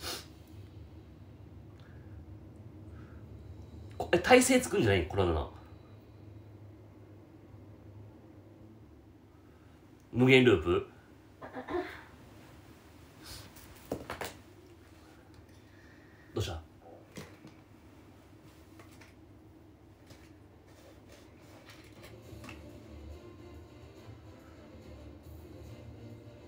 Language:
Japanese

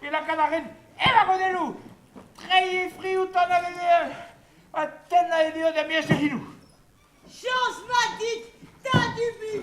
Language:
Breton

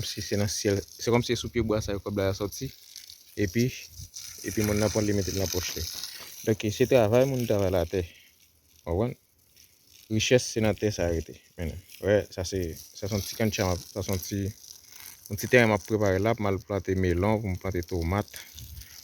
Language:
Haitian Creole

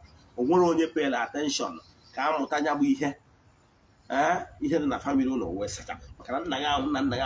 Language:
Igbo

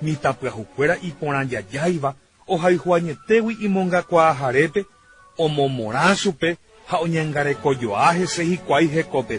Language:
Guarani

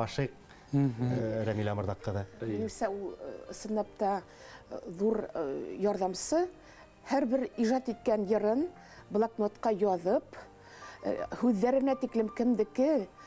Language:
Bashkir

